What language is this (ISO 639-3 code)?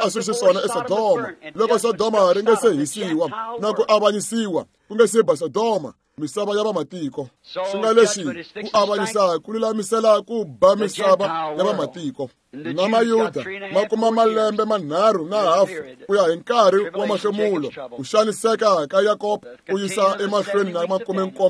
tso